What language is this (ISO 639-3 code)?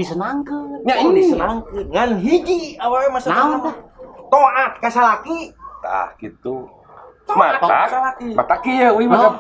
sun